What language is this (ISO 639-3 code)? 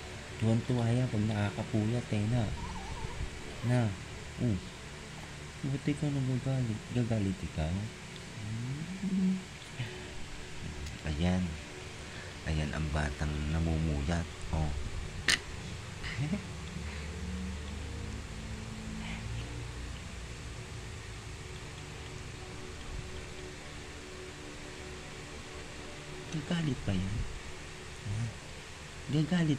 fil